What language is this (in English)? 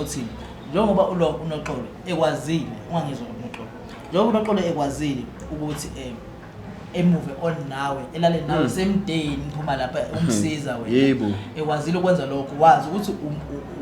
Zulu